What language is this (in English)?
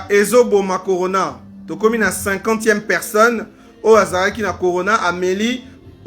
Lingala